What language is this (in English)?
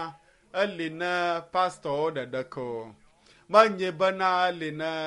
Ewe